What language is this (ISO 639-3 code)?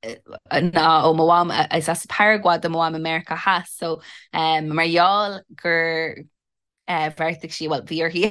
gle